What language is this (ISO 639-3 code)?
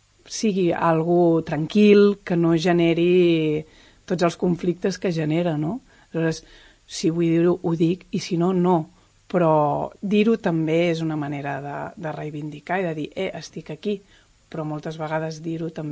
cat